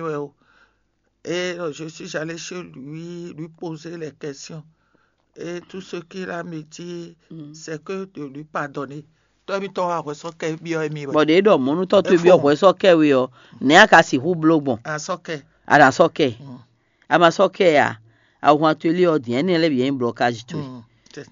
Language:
Fon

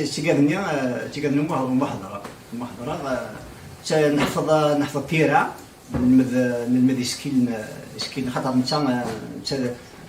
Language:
Kabyle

